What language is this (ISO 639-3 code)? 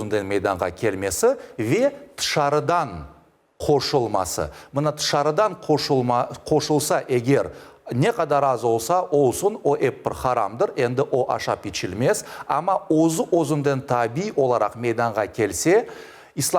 crh